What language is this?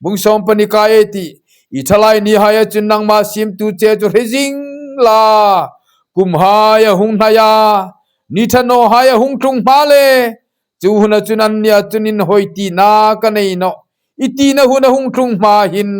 Hmar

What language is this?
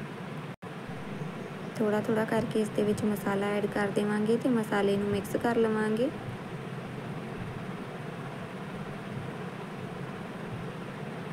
Punjabi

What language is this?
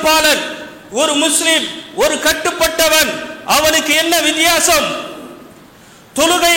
Tamil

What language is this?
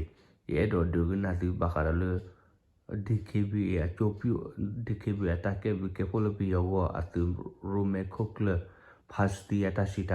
S'gaw Karen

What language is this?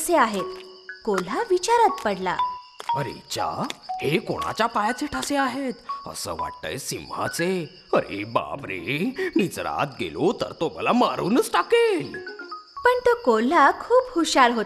Marathi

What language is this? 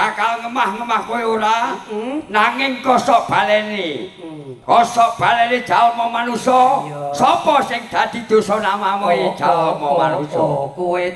Javanese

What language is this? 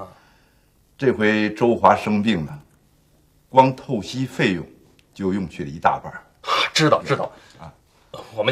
Chinese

